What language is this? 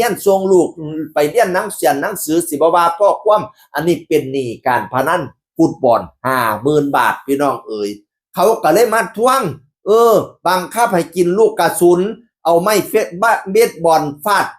Northeastern Thai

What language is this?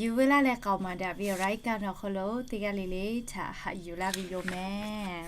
Lahu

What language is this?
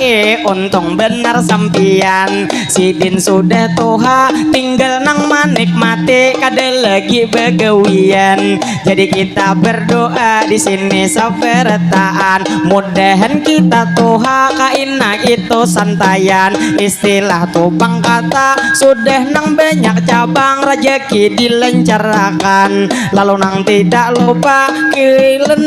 Banjar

